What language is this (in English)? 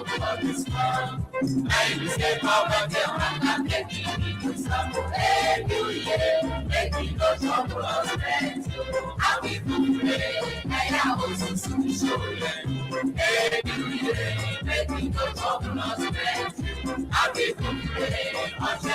Ewe